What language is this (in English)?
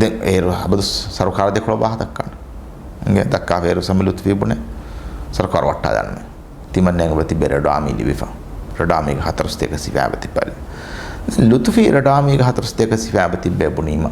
Divehi